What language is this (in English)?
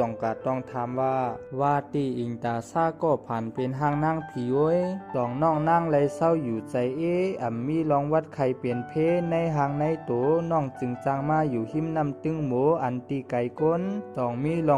Shan